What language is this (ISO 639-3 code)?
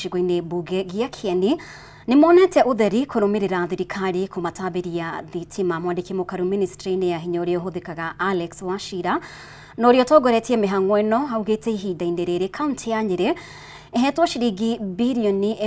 kik